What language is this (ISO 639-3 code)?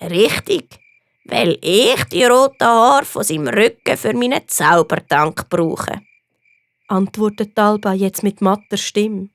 gsw